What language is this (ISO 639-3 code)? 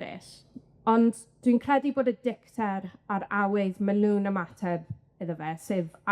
cym